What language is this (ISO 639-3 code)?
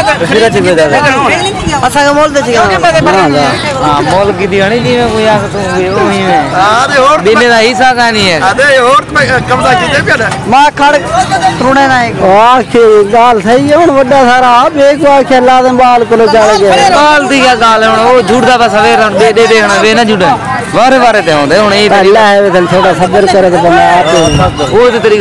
skr